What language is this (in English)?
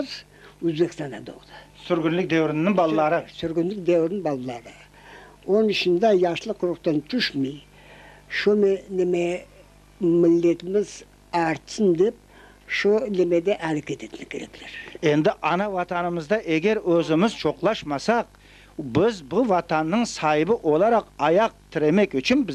Crimean Tatar